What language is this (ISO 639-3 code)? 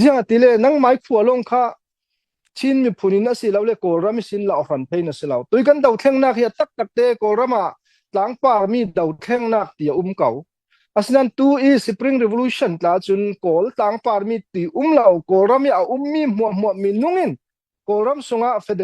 cfm